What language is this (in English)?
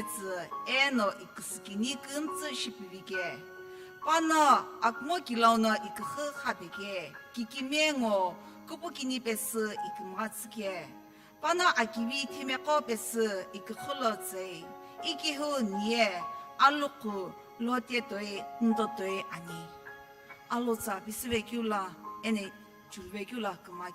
Sumi Naga